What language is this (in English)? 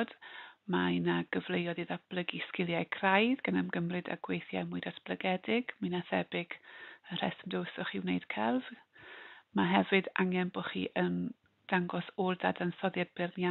Welsh